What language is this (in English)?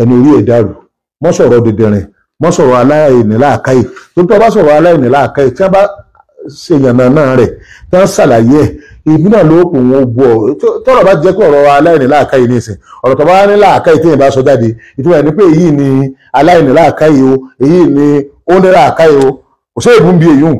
Yoruba